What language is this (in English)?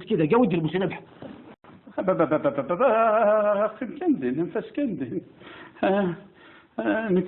Kabyle